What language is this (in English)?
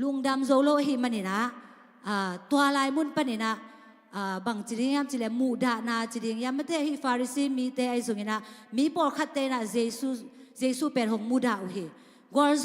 Tedim Chin